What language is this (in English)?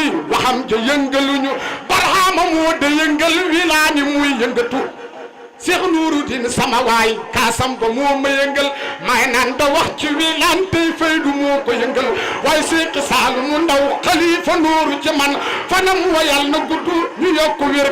Wolof